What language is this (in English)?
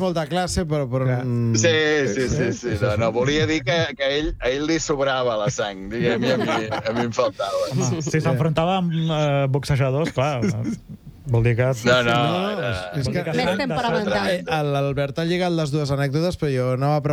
Catalan